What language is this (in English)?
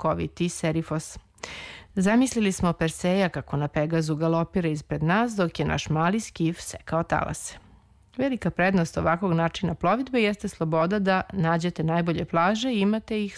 Serbian